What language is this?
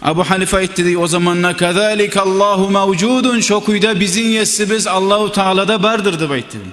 Kumyk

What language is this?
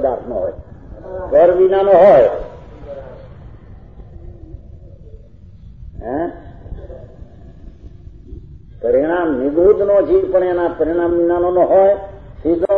Gujarati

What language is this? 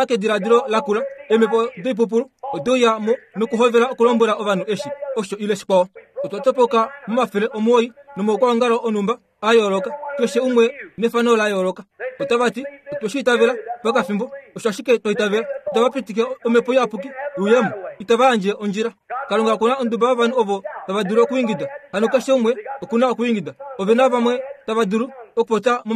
Kuanyama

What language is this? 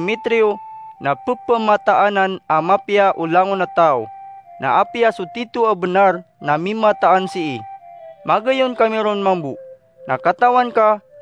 Maranao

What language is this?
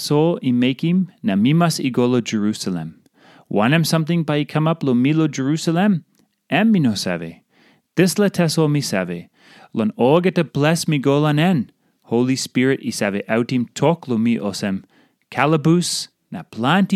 Tok Pisin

